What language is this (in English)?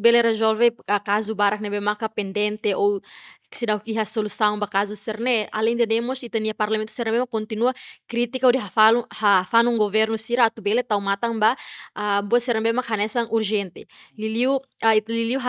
Tetum